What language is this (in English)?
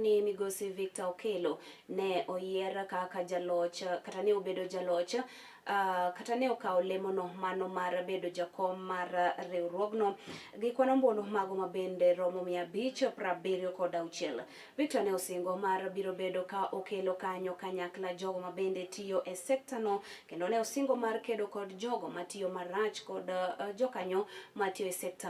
Luo (Kenya and Tanzania)